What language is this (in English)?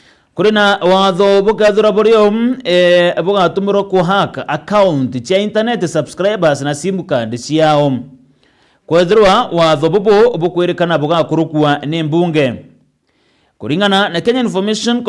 Meru